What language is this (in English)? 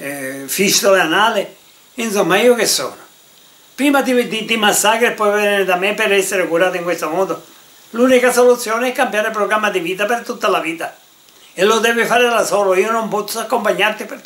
Italian